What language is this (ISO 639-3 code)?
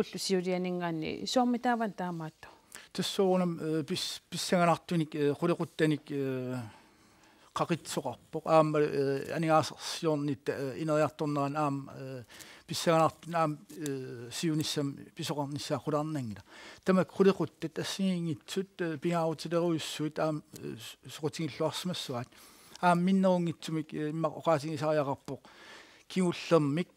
kal